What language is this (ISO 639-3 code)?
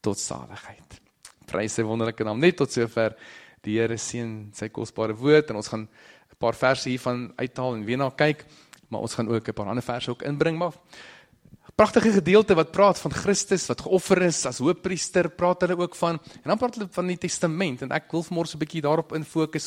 afr